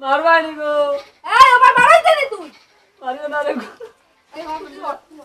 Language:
Sylheti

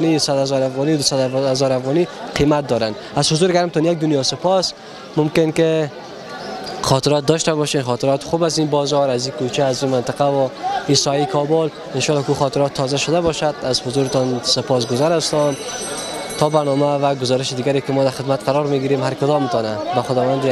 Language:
Persian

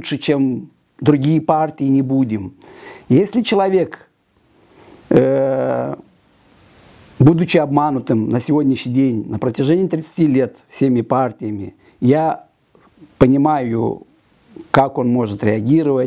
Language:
Russian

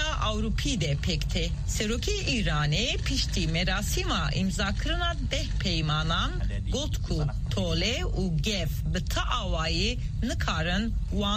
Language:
Kurdish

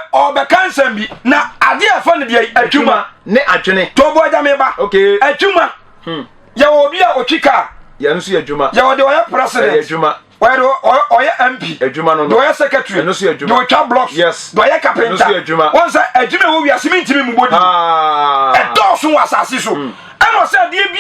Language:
Akan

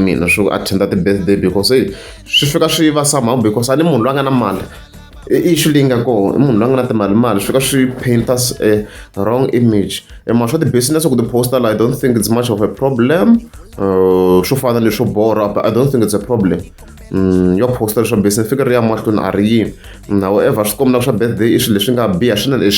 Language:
Tsonga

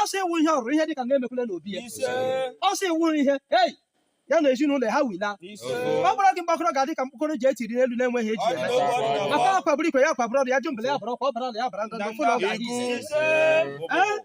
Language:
Igbo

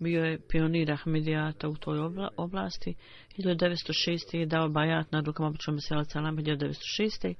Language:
Bosnian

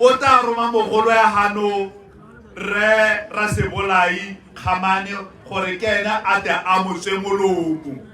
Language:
Tswana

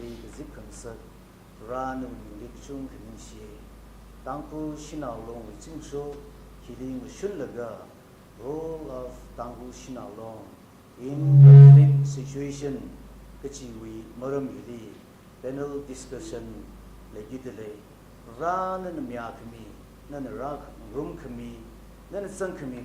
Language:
Tangkhul Naga (India)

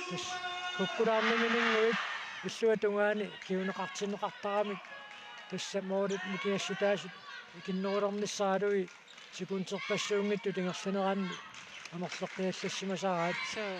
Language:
Kalaallisut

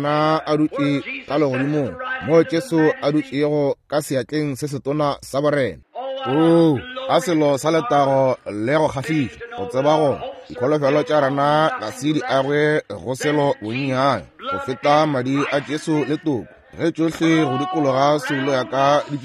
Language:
Northern Sotho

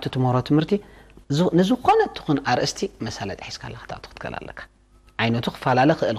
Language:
Tigrinya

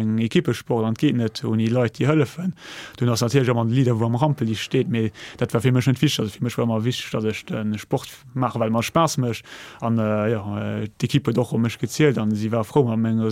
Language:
Luxembourgish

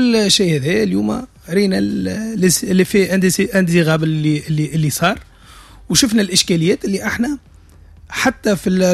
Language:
Tunisian Arabic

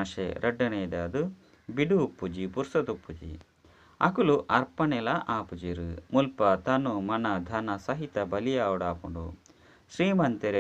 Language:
Tulu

